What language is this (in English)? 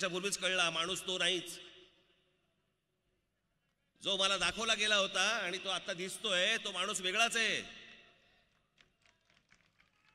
Marathi